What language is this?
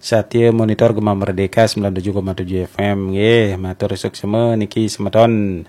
Balinese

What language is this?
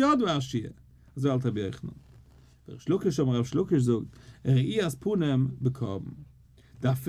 Yiddish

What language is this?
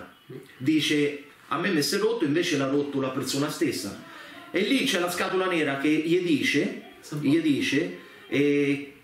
Italian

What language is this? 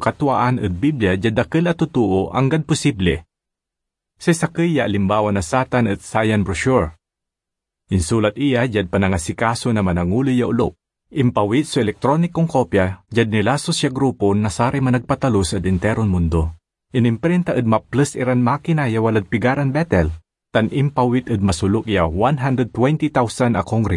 Pangasinan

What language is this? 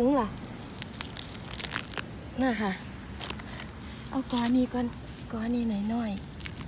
Thai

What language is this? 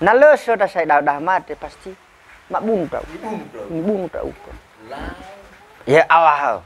Nias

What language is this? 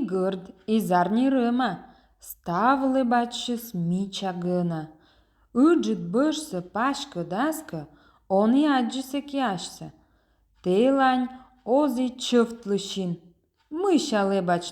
Komi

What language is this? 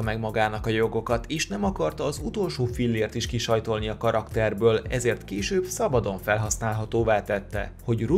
Hungarian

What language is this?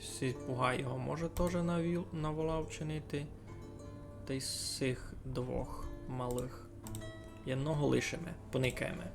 Rusyn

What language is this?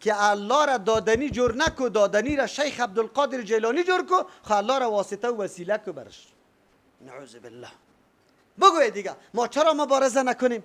Persian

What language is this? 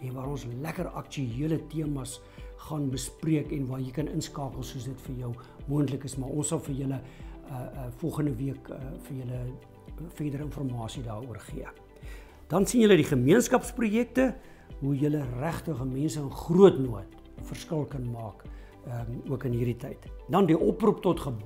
Afrikaans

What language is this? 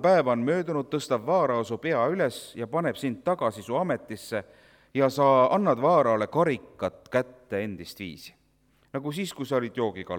Estonian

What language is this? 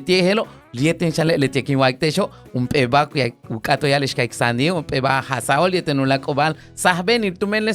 Yucateco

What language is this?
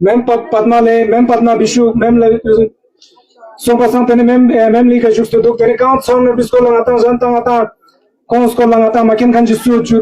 Ladakhi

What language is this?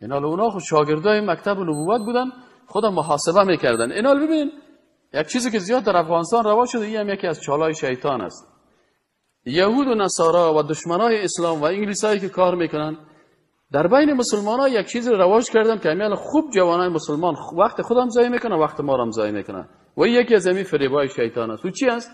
Persian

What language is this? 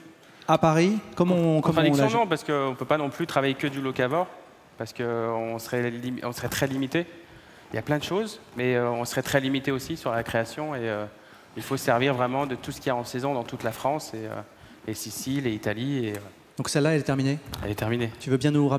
French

